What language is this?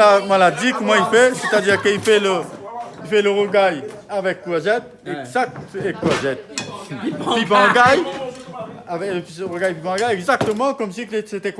Réunion Creole French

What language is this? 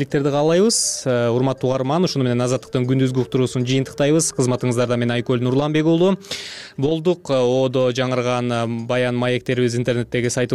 Kyrgyz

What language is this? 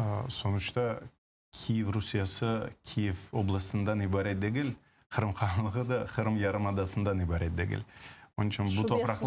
Crimean Tatar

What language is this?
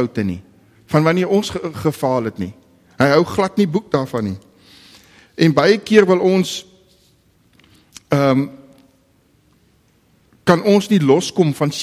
Afrikaans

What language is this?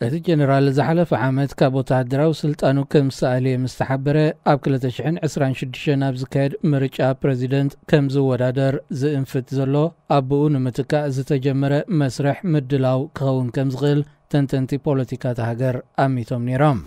Tigrinya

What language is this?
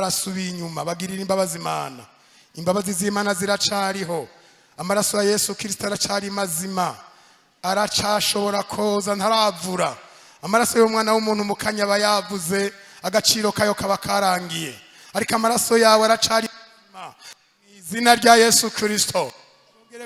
Rundi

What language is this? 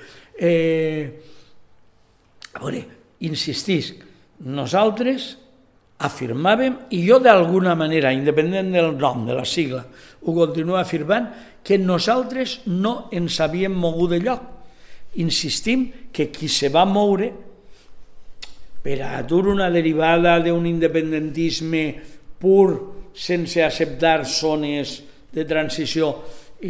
Catalan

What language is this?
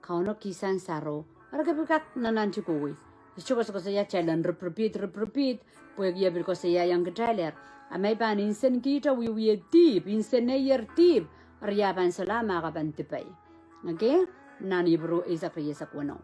Pohnpeian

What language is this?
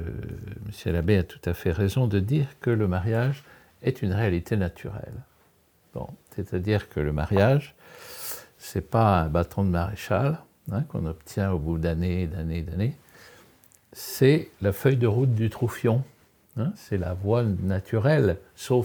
French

